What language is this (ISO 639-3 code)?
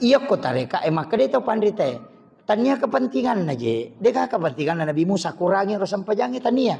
bug